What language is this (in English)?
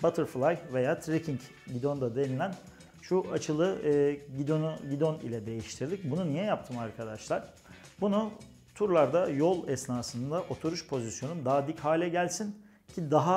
Turkish